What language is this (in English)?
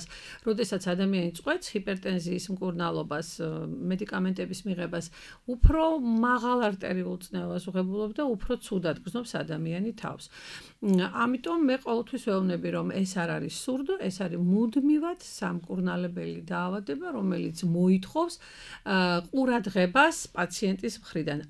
Georgian